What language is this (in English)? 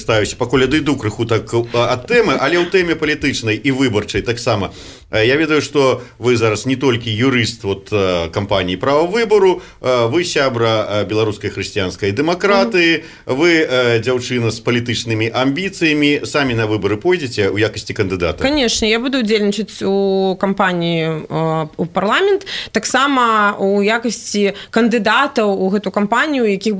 Belarusian